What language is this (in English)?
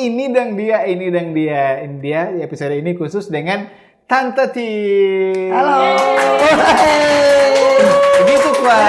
Manado Malay